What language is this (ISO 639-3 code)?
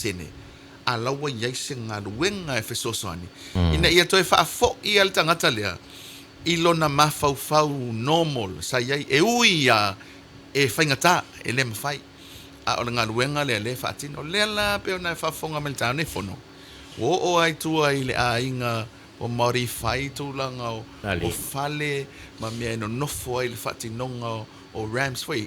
smo